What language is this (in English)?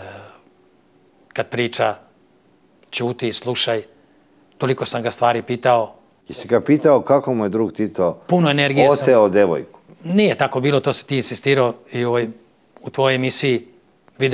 Serbian